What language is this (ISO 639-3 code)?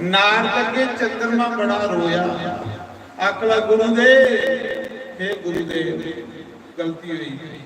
doi